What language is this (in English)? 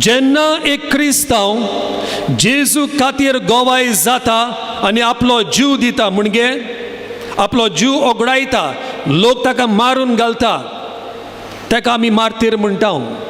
Konkani